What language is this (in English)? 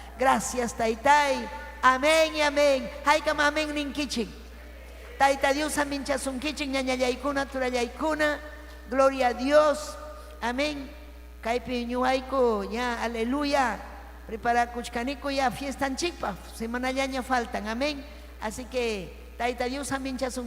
Ayacucho Quechua